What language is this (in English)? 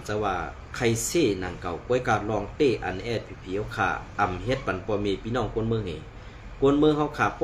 Shan